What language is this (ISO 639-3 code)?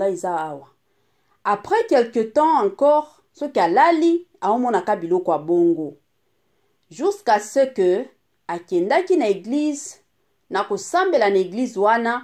lin